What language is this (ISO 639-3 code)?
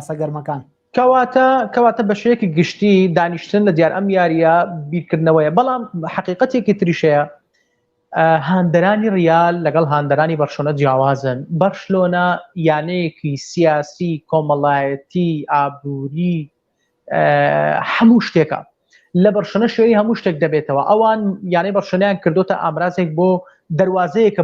ckb